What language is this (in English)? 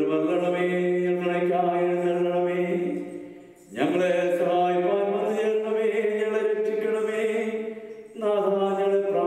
Malayalam